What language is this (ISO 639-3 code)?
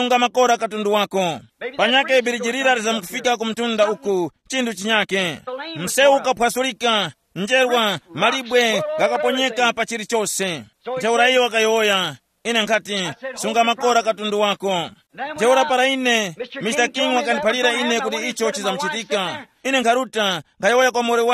tum